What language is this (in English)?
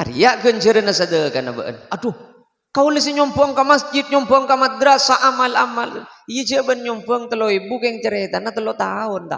Madurese